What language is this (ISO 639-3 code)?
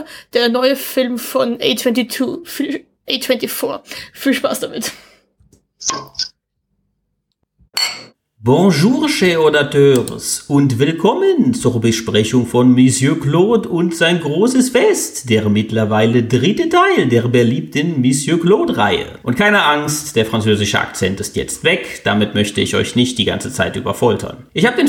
deu